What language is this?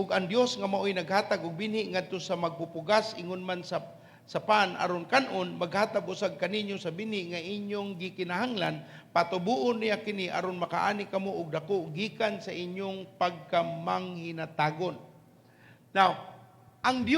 Cebuano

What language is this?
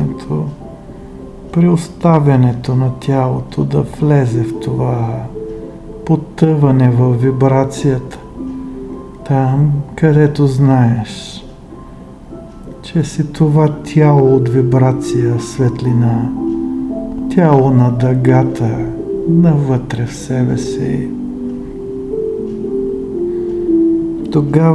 Bulgarian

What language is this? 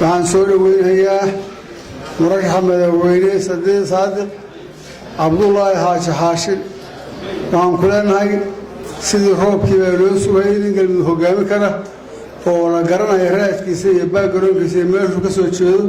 Somali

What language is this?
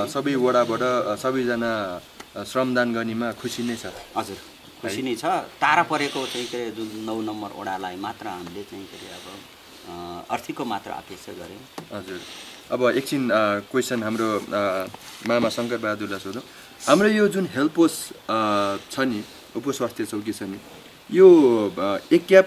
Nepali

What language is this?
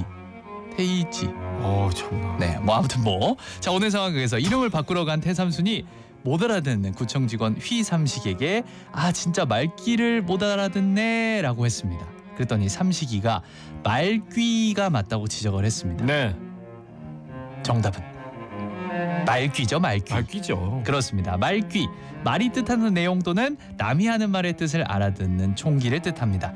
Korean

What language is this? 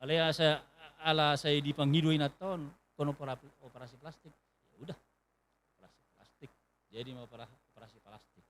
Batak Toba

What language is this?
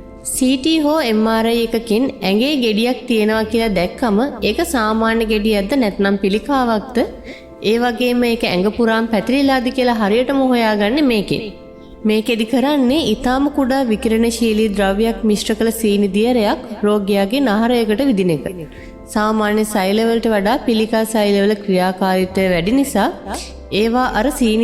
Sinhala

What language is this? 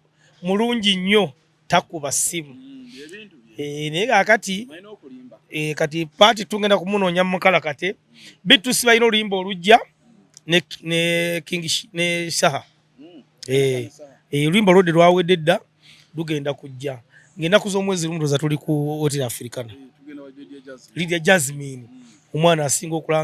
Ganda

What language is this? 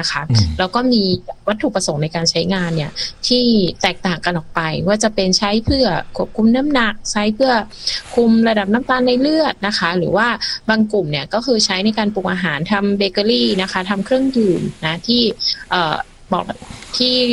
Thai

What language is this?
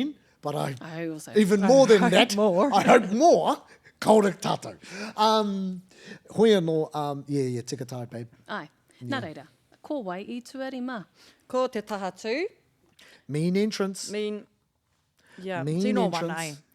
Māori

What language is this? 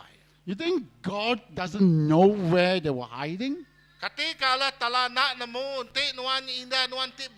Iban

